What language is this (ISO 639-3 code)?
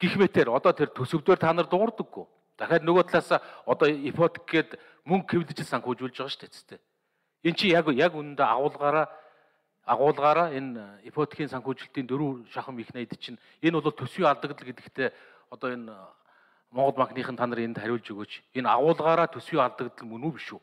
mon